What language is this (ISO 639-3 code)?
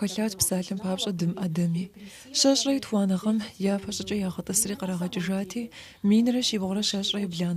kbd